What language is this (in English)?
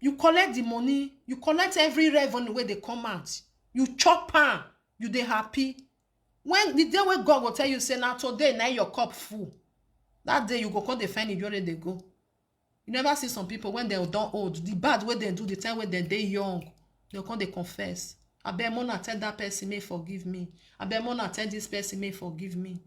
Nigerian Pidgin